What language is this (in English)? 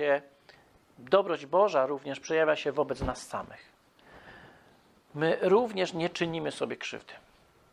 Polish